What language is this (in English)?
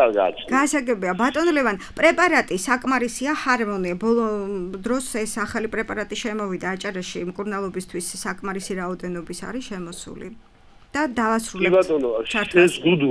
Georgian